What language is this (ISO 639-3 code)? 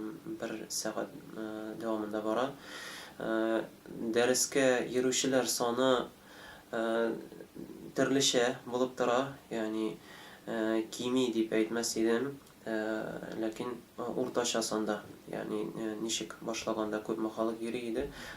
tat